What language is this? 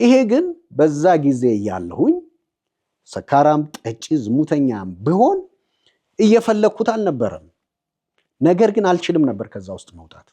Amharic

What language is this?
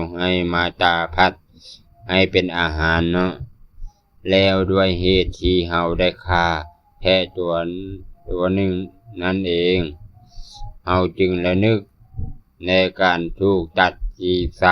Lao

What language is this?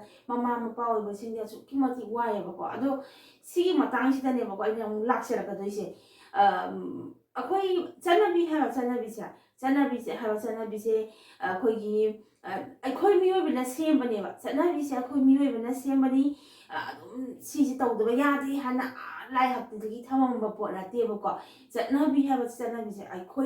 Manipuri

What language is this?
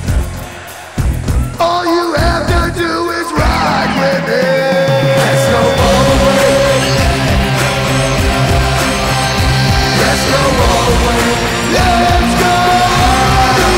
English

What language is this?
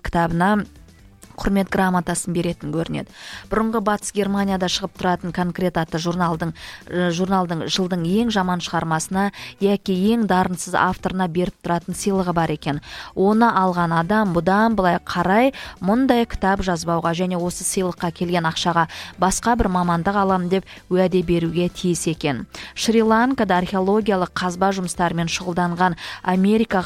Kazakh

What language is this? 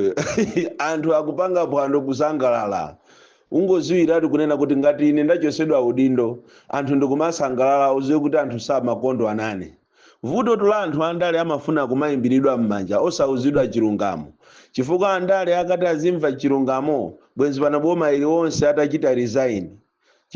Nyanja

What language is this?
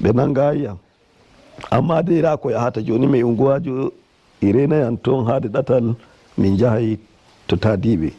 Nigerian Fulfulde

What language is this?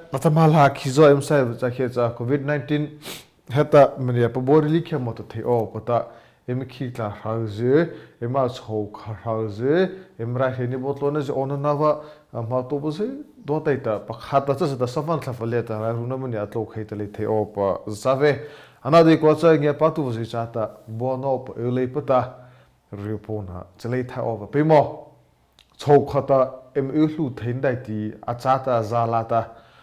Mara Chin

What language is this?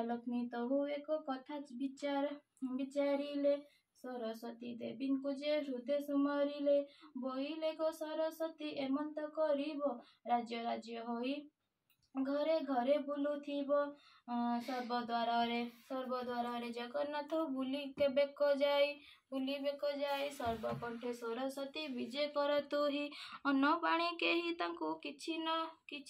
Odia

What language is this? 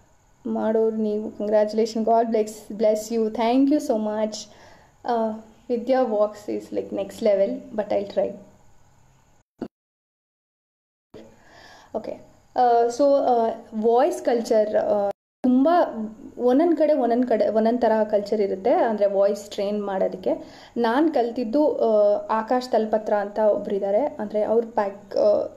Kannada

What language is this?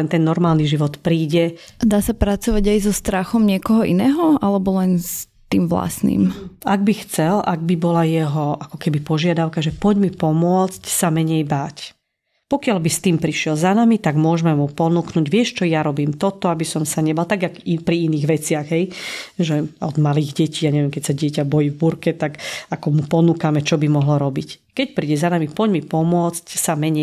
Slovak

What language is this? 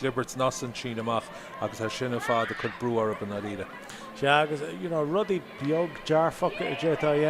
Irish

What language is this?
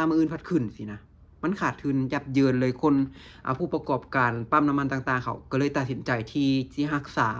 Lao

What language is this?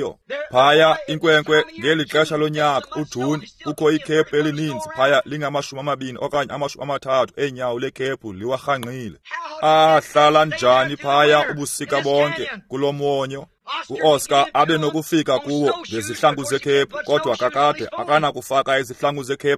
Xhosa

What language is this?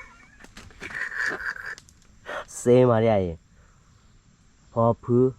S'gaw Karen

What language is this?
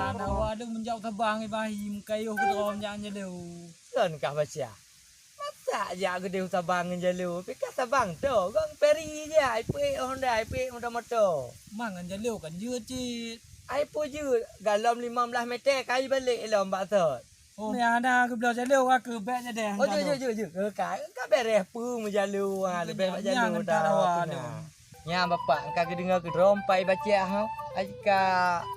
Achinese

